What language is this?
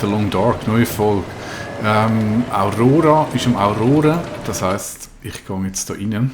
Swiss German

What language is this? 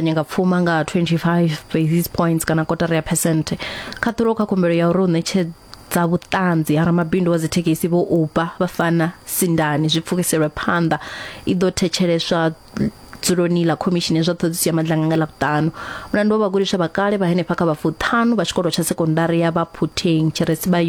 Venda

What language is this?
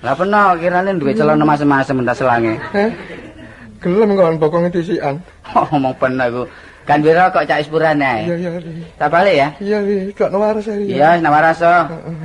Javanese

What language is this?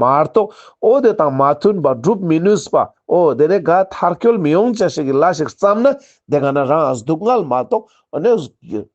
Ladakhi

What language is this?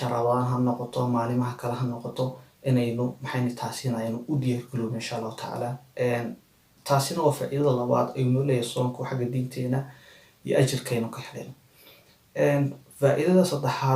Somali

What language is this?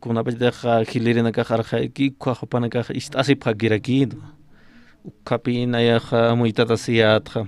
Aymara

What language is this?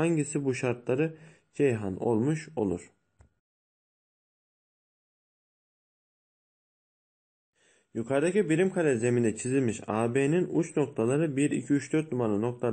Turkish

